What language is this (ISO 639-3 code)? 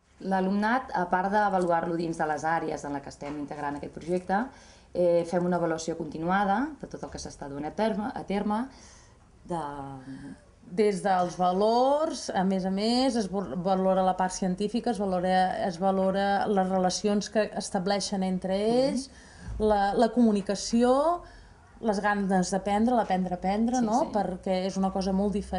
cat